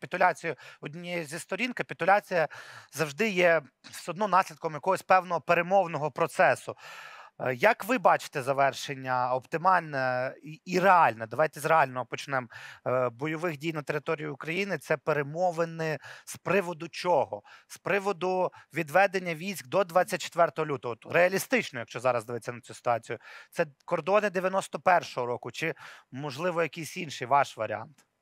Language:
Ukrainian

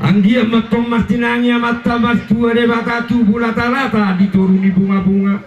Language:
Batak Toba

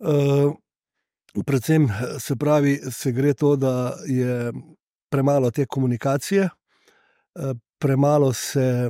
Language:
Slovenian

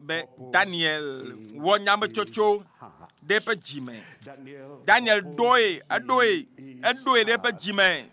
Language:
Ewe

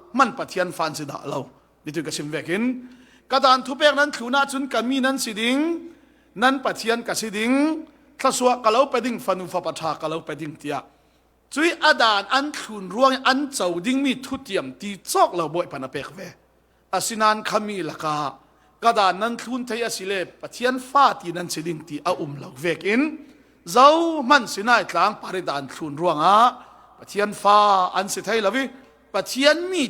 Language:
Falam Chin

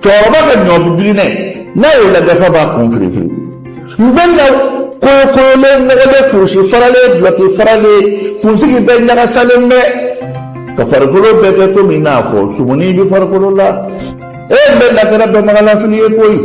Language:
Bambara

